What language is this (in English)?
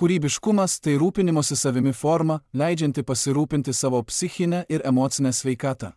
Lithuanian